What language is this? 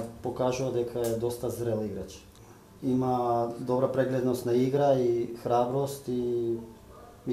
Macedonian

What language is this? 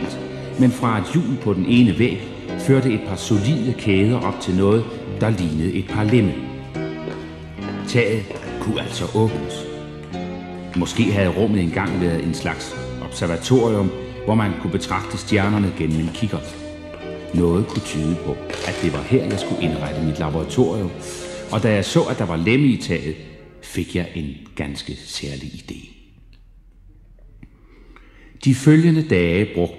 Danish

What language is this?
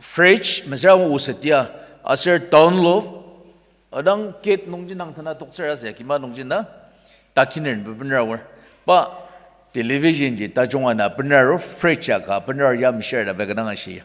Ao Naga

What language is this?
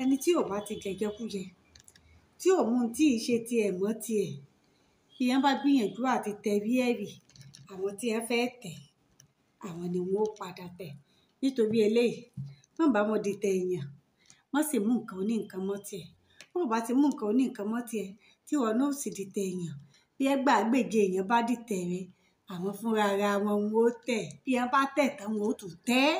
Yoruba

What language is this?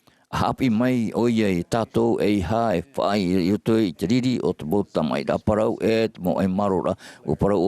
Tahitian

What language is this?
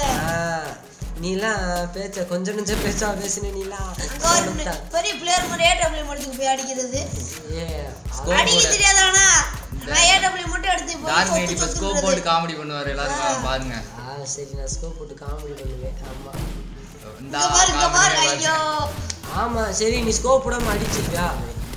Tamil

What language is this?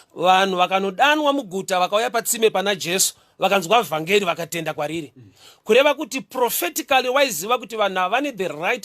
Shona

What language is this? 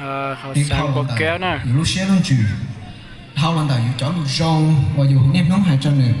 Hmong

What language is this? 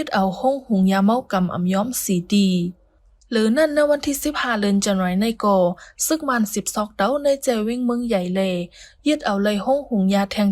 Shan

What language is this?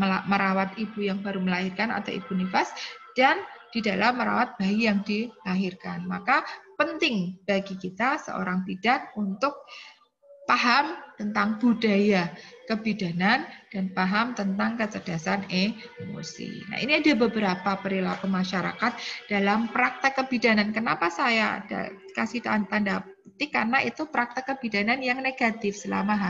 Indonesian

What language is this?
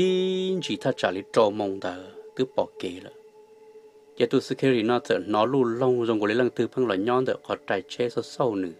Hmong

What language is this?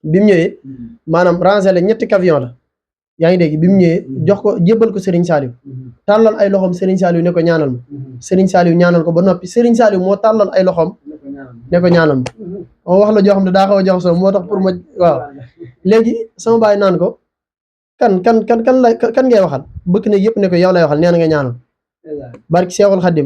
Wolof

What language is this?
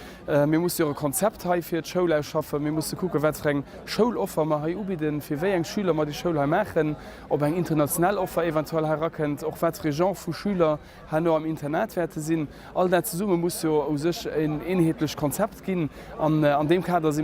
Luxembourgish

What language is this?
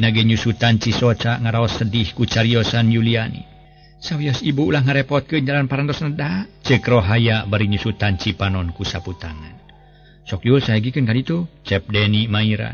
Sundanese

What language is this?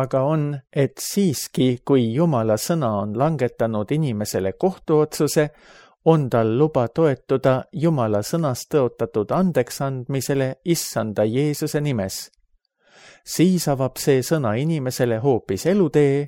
Estonian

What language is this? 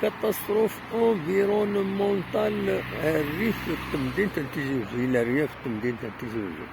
Kabyle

